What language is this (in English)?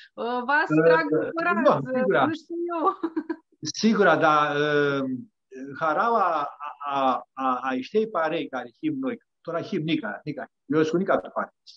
Aromanian